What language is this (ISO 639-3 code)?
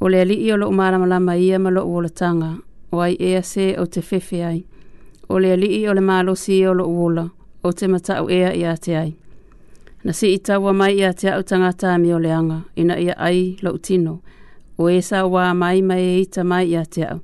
smo